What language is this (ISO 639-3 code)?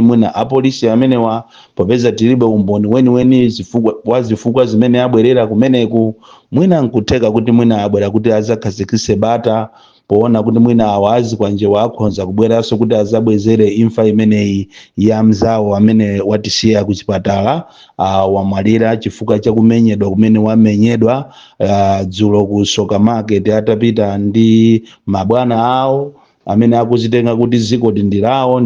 nya